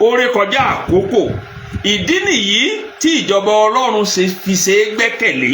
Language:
Yoruba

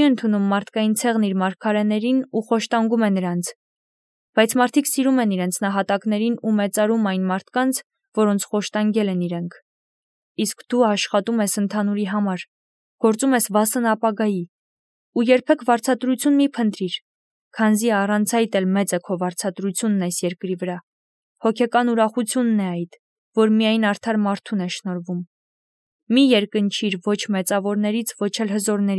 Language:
Armenian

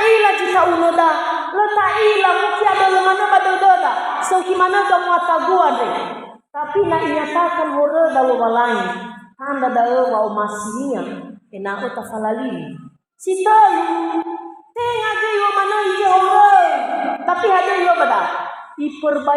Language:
Nias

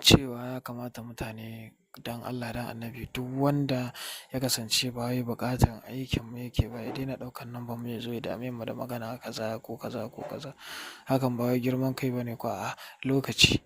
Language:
Hausa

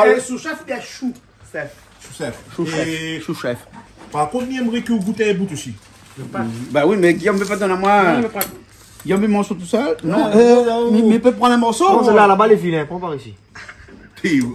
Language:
Réunion Creole French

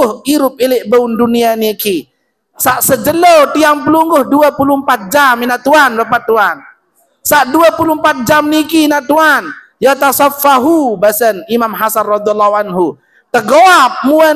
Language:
Sasak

